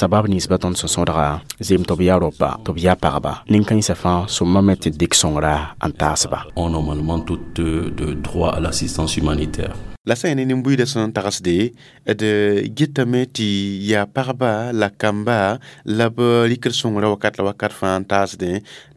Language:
Mossi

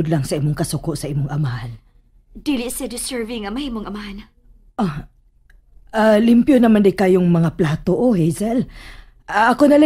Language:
Cebuano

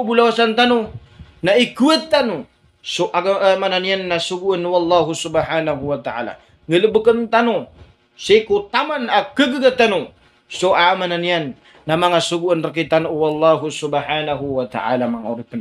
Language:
Maranao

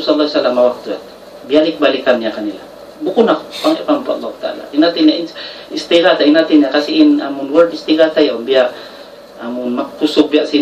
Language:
Tausug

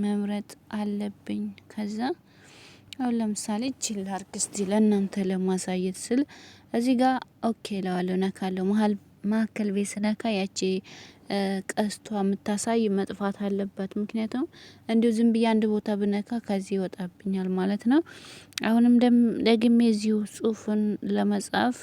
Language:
Amharic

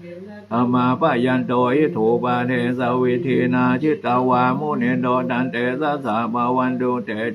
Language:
Pali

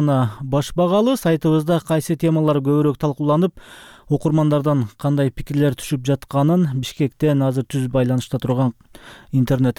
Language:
Kyrgyz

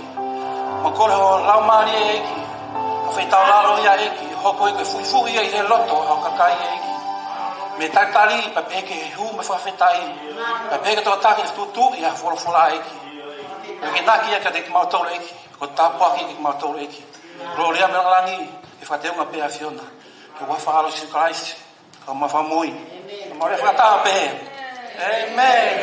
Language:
Tongan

